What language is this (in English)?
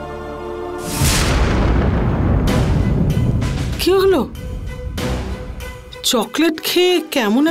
Bangla